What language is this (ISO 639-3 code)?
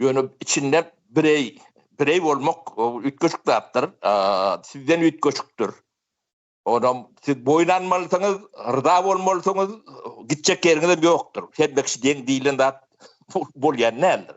tuk